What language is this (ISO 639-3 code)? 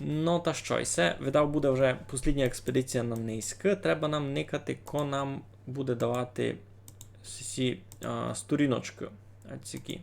rue